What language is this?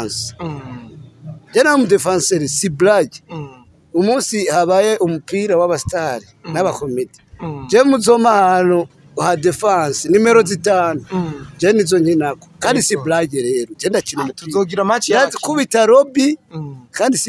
Rundi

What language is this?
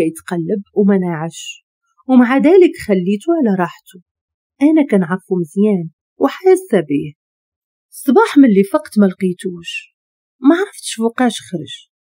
Moroccan Arabic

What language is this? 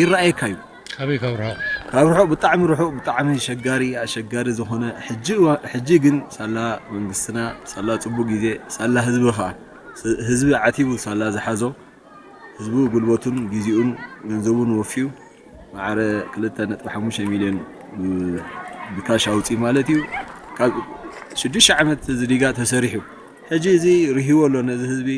Tigrinya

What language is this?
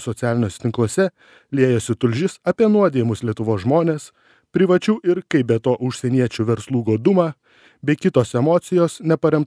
Lithuanian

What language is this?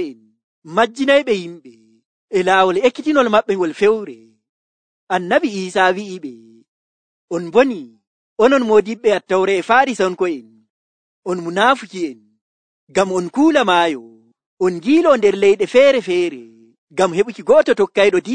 Nigerian Fulfulde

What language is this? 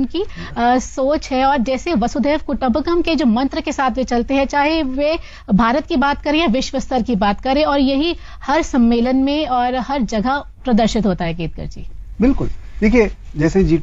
Hindi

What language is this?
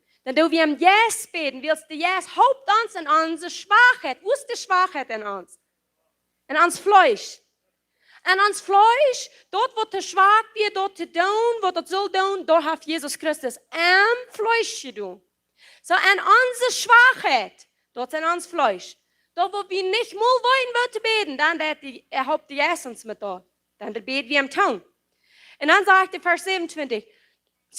Plautdietsch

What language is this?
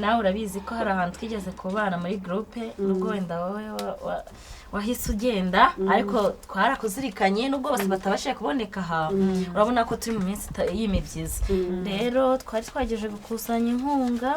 Kinyarwanda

